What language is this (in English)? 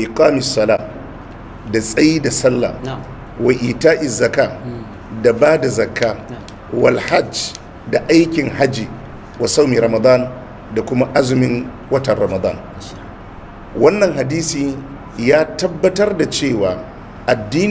Hausa